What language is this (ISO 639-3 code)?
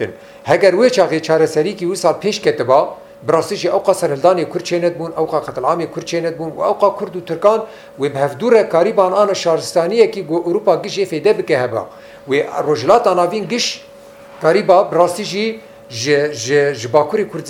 kur